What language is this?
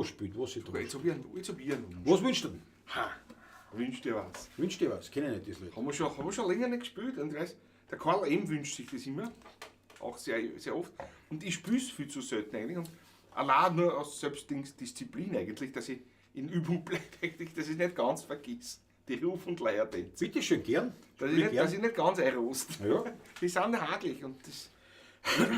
Bavarian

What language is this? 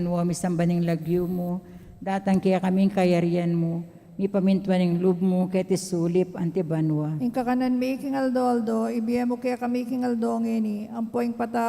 Pampanga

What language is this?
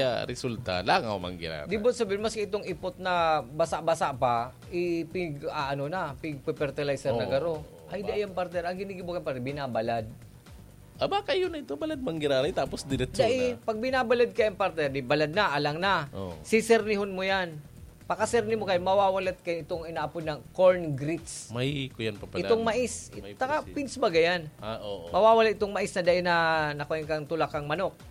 Bikol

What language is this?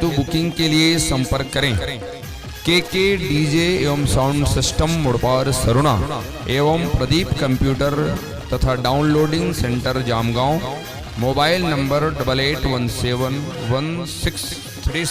Chhattisgarhi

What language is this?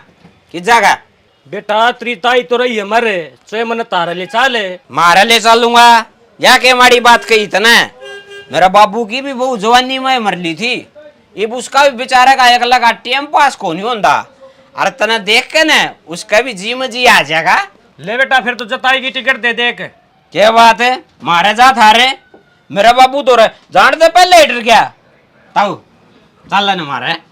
Haryanvi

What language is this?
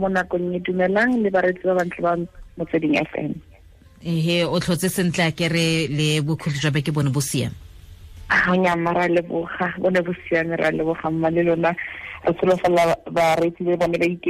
Tswana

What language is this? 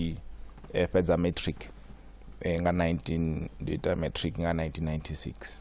Venda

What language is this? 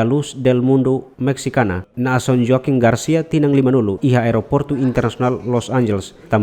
Tetum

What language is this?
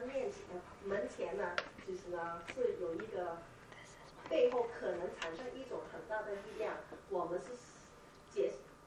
Chinese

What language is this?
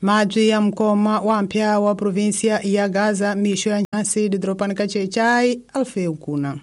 Tsonga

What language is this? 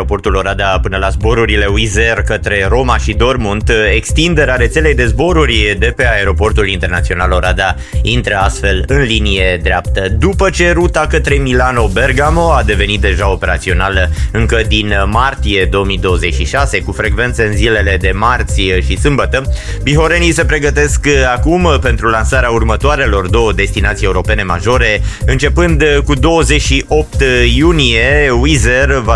Romanian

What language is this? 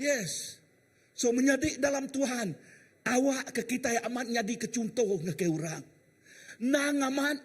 Iban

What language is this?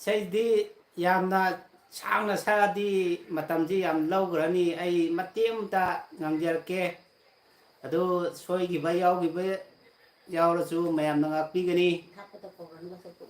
Manipuri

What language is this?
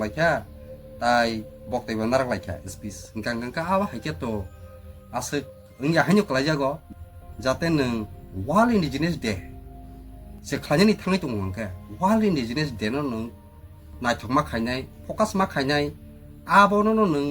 Kok Borok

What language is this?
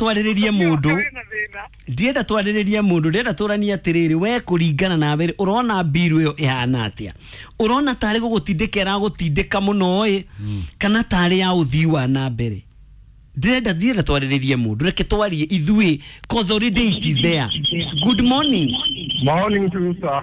Kikuyu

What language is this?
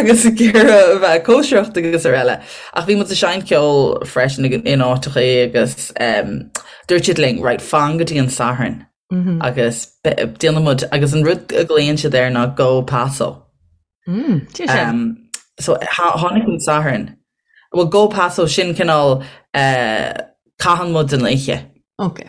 Irish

